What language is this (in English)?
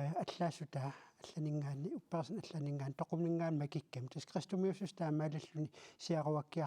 Kalaallisut